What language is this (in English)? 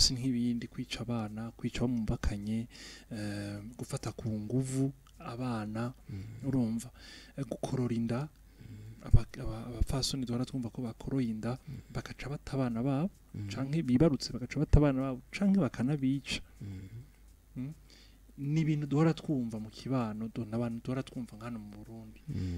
Rundi